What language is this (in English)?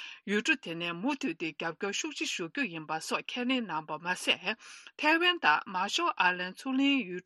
Tibetan